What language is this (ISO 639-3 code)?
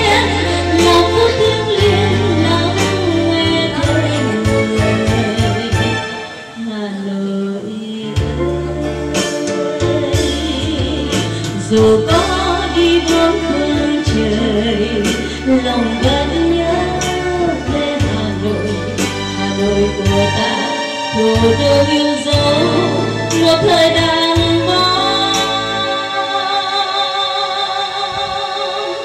vie